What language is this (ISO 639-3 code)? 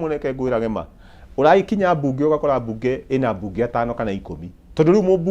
kik